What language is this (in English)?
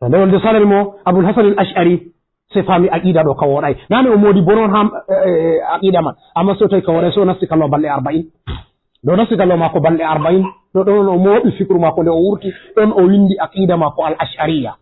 Fula